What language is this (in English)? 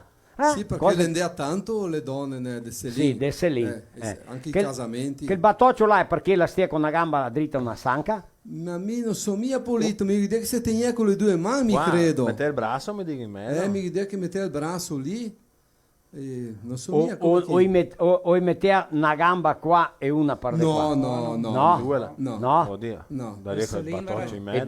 Venetian